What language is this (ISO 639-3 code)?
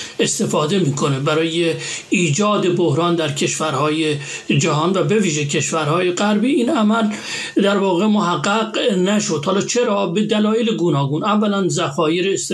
fas